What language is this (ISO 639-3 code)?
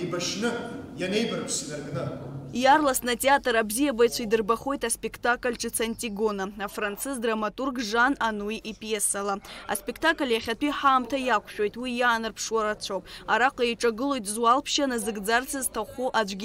abk